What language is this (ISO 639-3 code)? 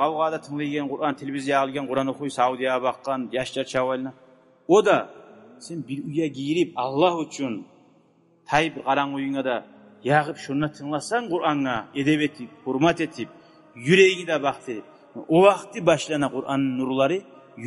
kum